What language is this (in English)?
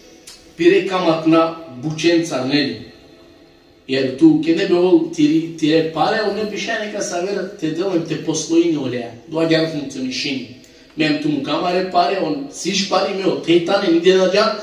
Balkan Romani